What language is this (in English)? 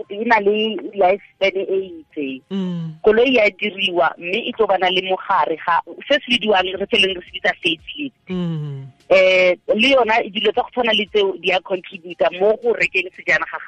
Tswana